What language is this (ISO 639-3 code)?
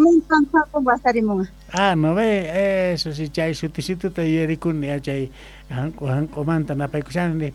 quh